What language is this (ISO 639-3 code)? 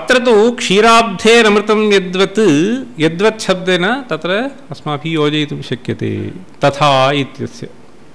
san